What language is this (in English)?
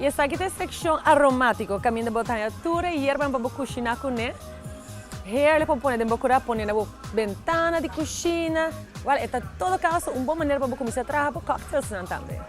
Papiamento